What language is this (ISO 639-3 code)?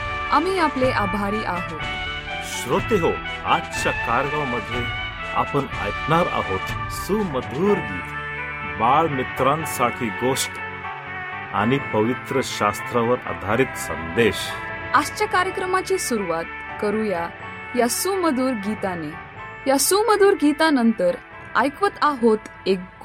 mar